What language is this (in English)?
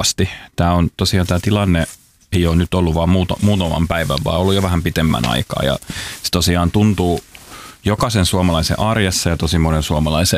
Finnish